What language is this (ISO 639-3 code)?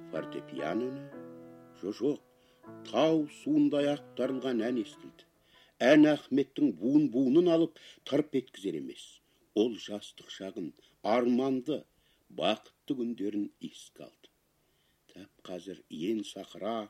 kaz